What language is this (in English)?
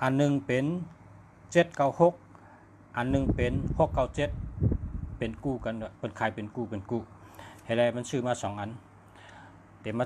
Shan